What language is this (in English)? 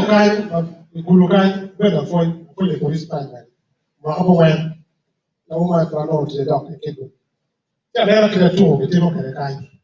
Acoli